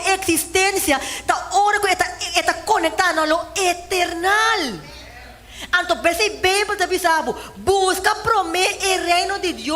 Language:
Papiamento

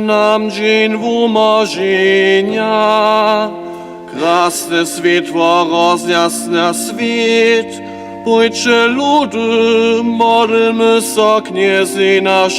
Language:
Upper Sorbian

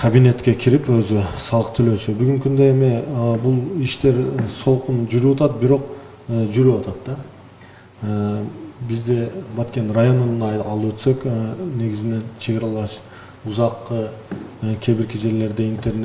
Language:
Kyrgyz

